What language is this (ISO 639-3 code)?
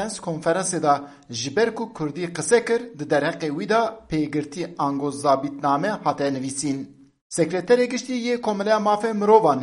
kur